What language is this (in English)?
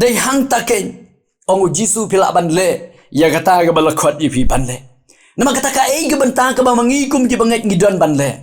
Khasi